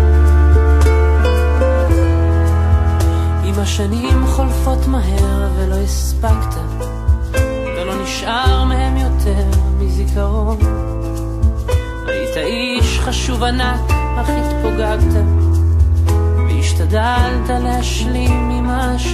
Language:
Hebrew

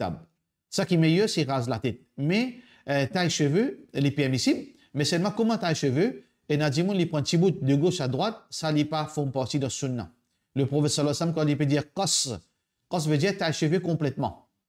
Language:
Morisyen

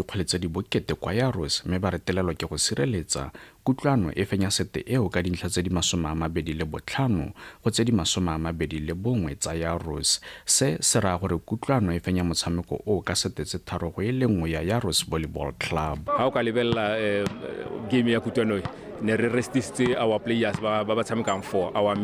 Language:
Tswana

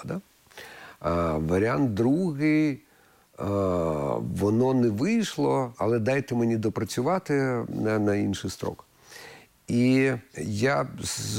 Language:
Ukrainian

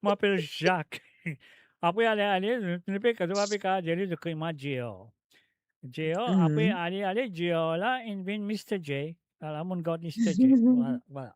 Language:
Morisyen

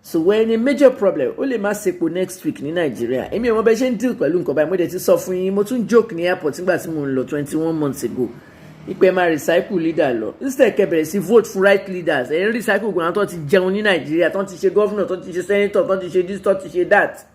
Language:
Yoruba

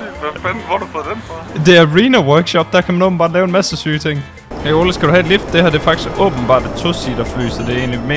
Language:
Danish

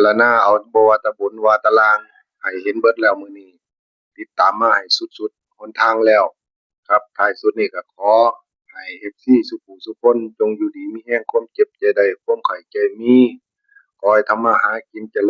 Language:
Northeastern Thai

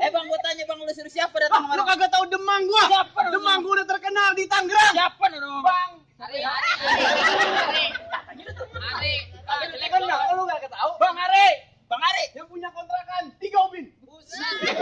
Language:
Betawi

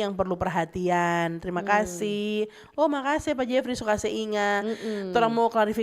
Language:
Manado Malay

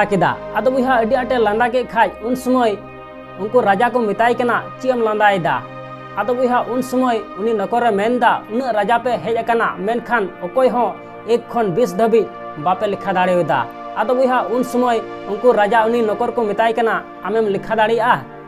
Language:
Santali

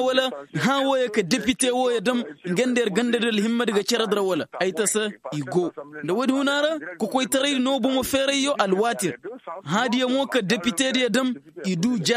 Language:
Koyraboro Senni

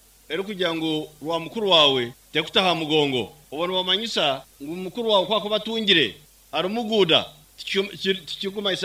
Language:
Nyankole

